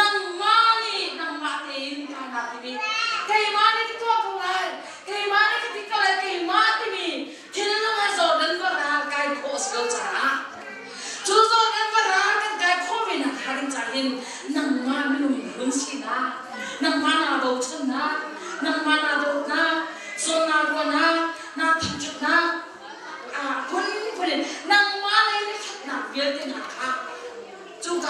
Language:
Hakha Chin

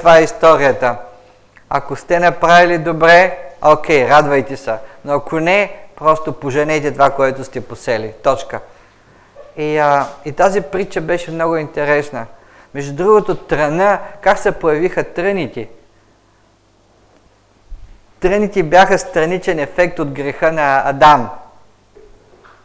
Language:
Bulgarian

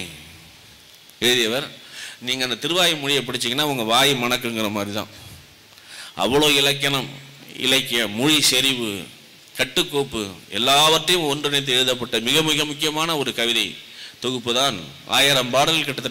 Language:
Tamil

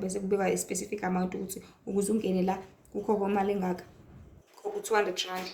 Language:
Zulu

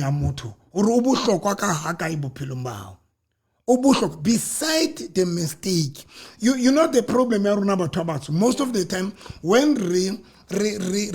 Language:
Southern Sotho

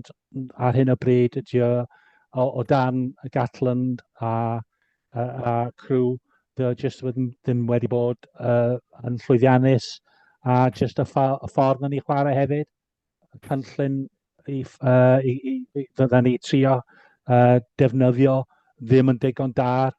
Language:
Welsh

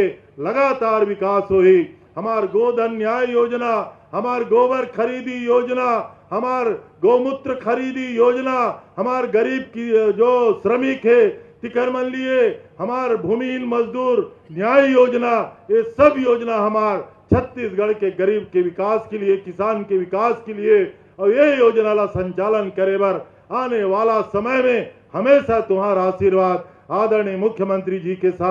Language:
Chhattisgarhi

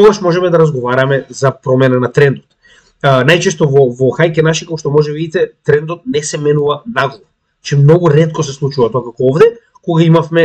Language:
Macedonian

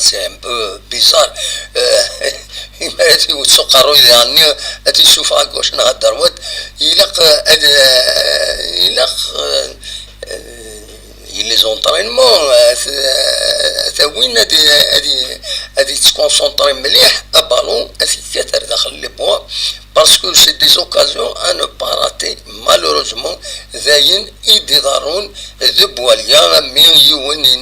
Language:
Kabyle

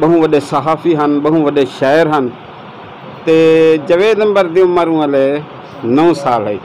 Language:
Saraiki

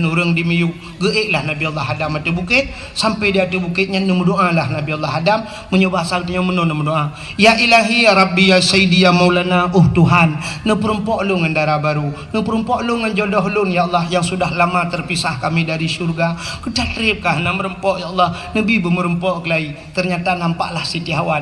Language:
Achinese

